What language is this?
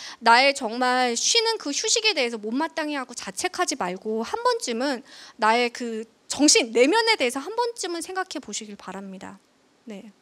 Korean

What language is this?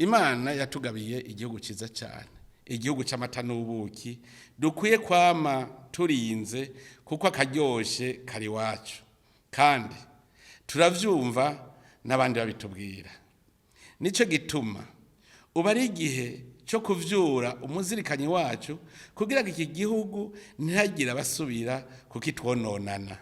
Rundi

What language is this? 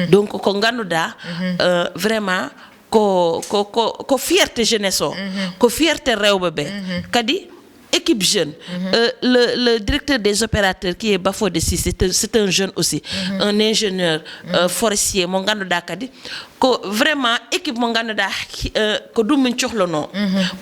Fula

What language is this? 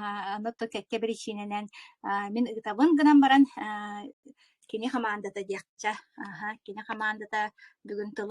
Yakut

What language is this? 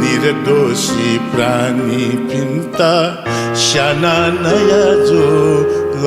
Newari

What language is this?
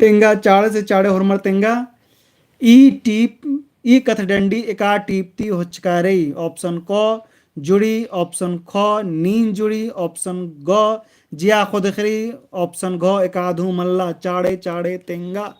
Kurukh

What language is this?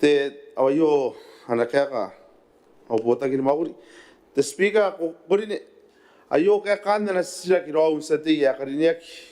Gilbertese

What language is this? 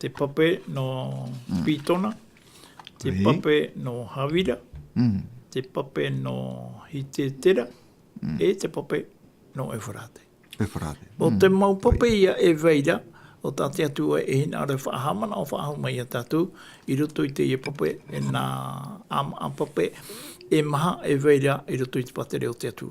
Tahitian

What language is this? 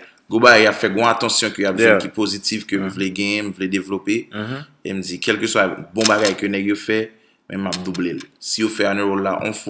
Haitian Creole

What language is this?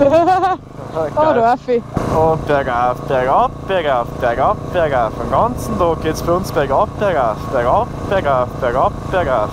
Bavarian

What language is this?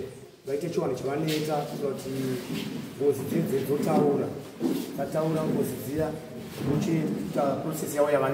Shona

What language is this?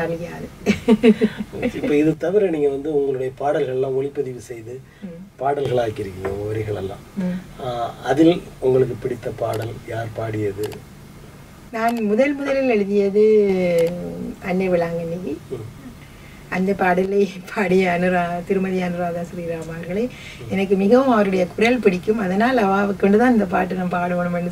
Tamil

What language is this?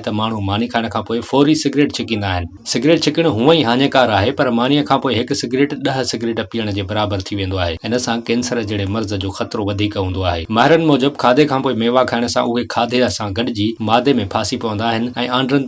Sindhi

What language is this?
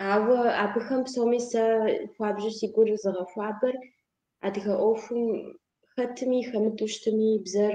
Kabardian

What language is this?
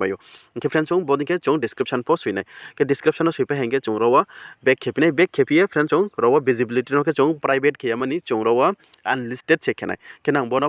Riang (India)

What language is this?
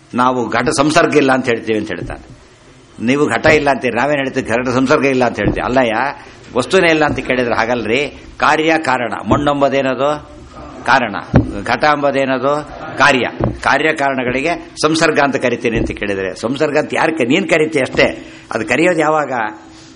Kannada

